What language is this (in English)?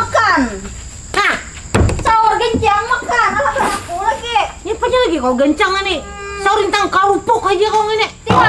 Banjar